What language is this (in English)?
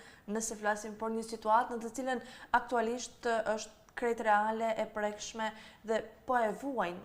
Albanian